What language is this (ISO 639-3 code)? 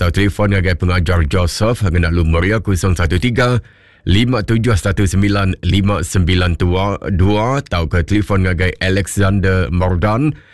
iba